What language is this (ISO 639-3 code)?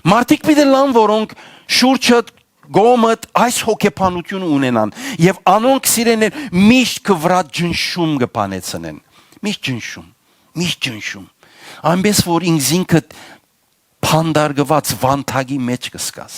hyw